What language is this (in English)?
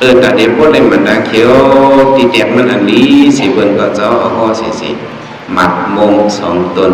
Shan